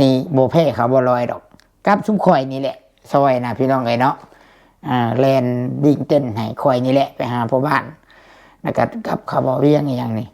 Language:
Lao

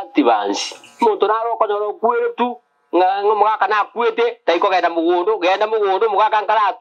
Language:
Gusii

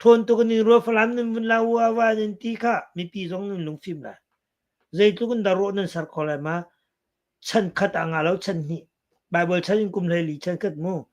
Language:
Hakha Chin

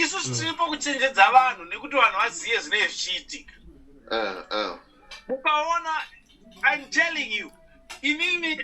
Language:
Shona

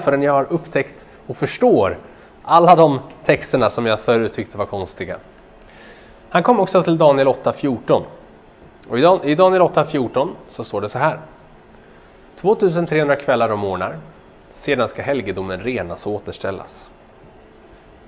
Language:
Swedish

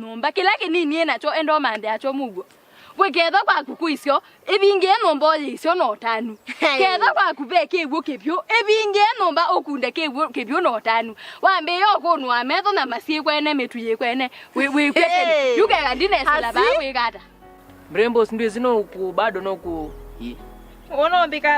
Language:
Kamba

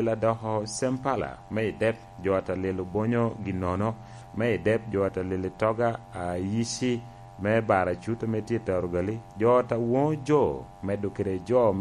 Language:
Lango (Uganda)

